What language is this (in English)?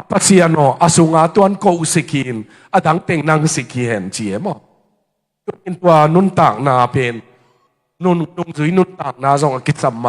Tedim Chin